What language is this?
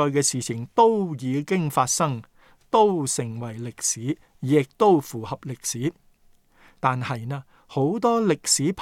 Cantonese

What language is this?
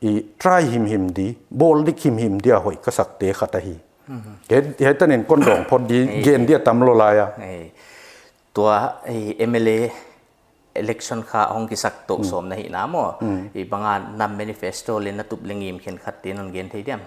Paite Chin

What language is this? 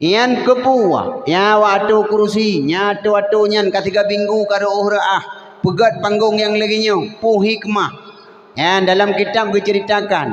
Achinese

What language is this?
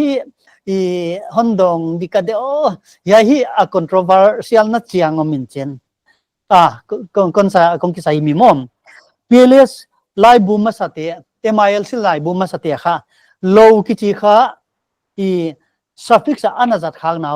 Paite Chin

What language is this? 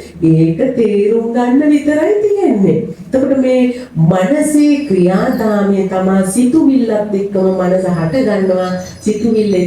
Sinhala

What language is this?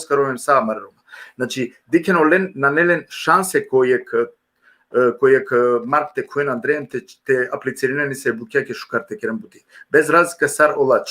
Balkan Romani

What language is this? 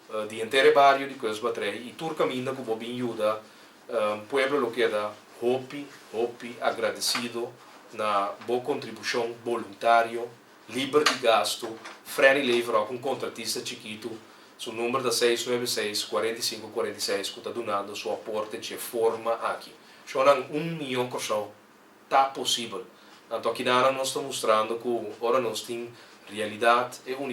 Papiamento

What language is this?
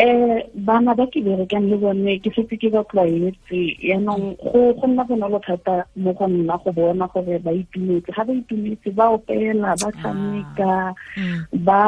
Tswana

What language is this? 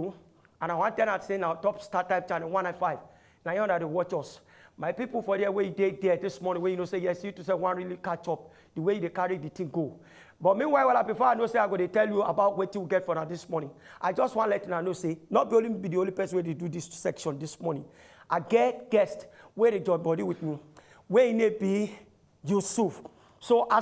Nigerian Pidgin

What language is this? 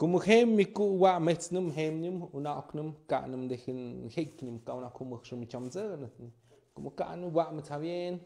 Tlahuitoltepec Mixe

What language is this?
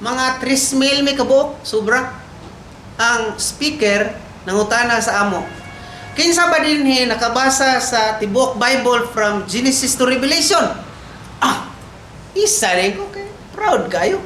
Cebuano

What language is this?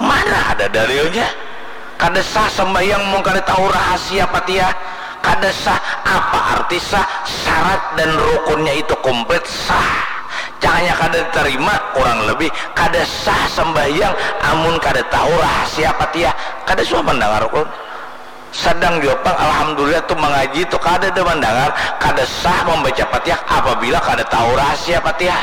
Banjar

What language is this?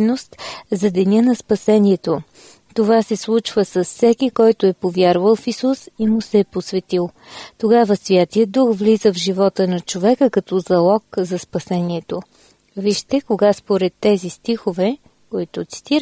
Bulgarian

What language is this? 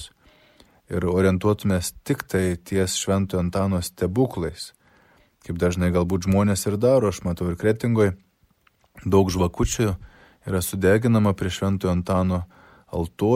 Lithuanian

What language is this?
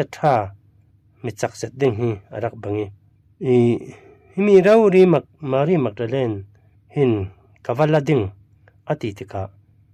Falam Chin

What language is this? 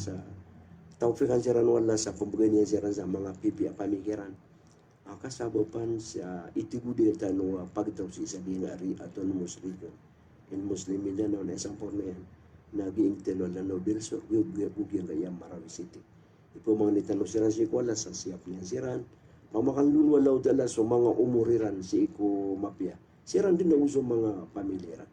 Maranao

